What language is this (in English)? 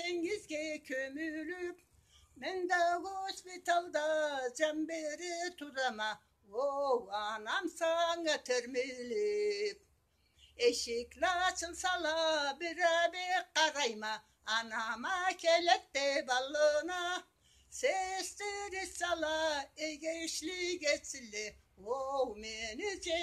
Karachay-Balkar